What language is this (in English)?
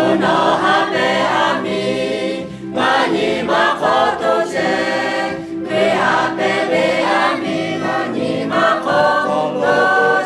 Lahu